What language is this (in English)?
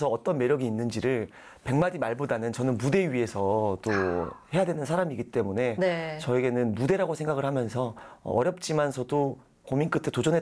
Korean